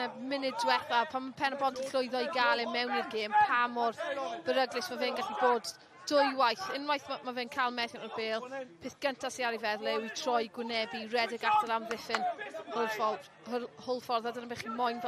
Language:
Welsh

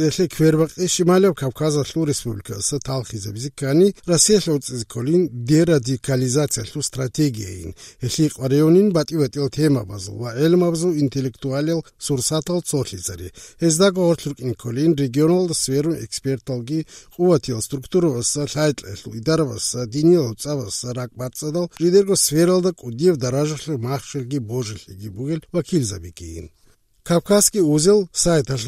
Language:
Avaric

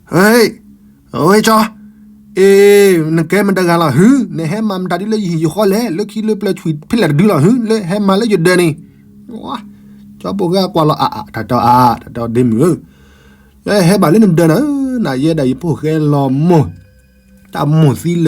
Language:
S'gaw Karen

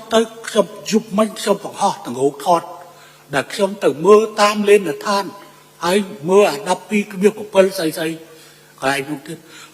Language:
Khmer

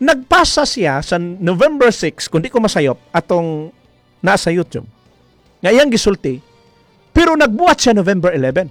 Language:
Cebuano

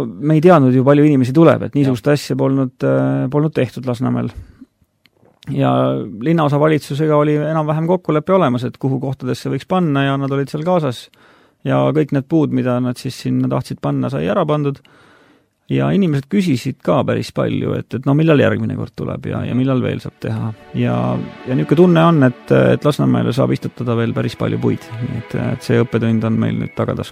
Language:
Estonian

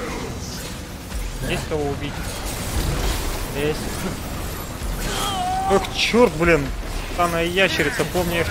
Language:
Russian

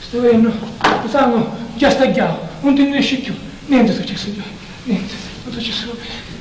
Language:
Sicilian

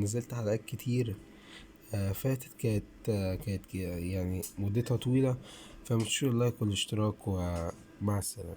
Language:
Egyptian Arabic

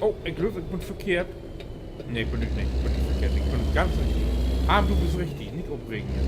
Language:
Low German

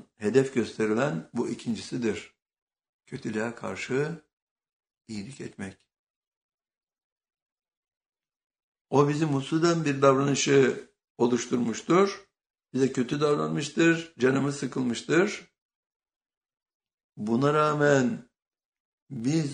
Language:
Turkish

